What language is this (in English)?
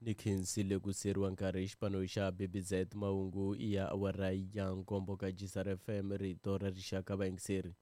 Tsonga